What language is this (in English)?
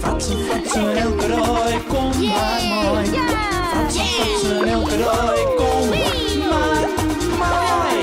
Western Frisian